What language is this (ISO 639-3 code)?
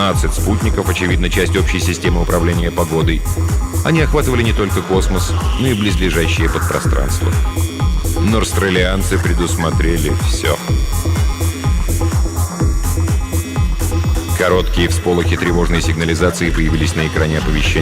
rus